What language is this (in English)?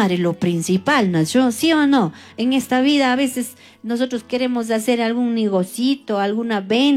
Chimborazo Highland Quichua